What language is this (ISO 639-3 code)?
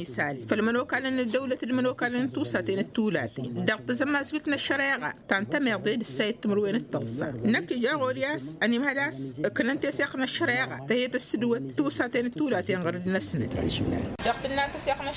taq